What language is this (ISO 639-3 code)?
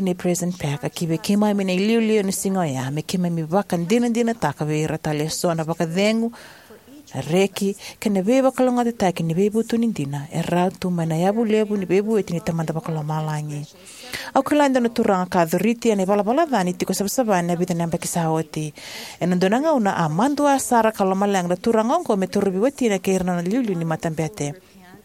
fij